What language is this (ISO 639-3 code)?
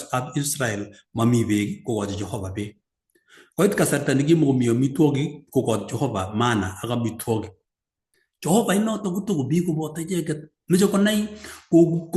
kln